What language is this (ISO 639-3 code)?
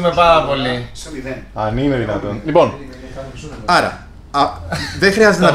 ell